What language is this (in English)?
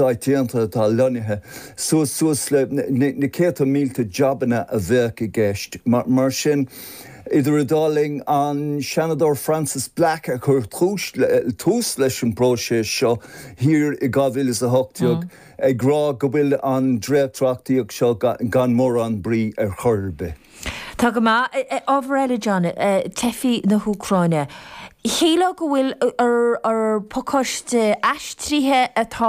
Irish